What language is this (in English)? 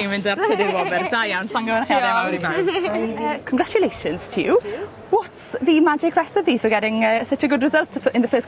Welsh